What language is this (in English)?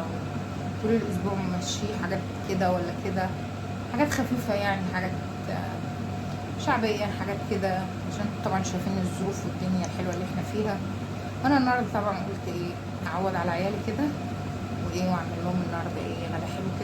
Egyptian Arabic